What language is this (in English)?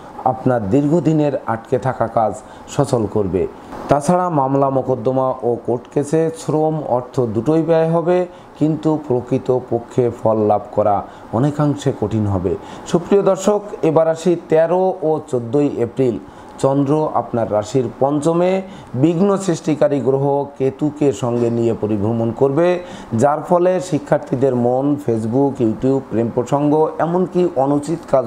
Bangla